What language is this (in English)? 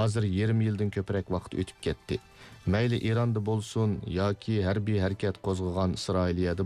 Uyghur